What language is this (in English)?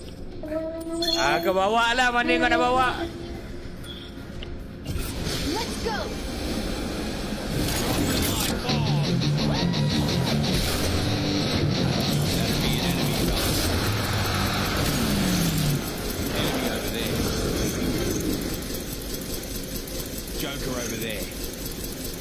Malay